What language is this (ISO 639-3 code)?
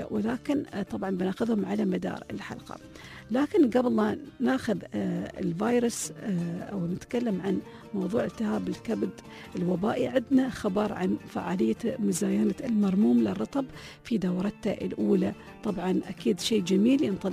afb